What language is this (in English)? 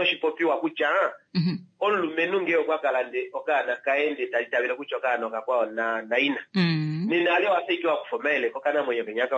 Kuanyama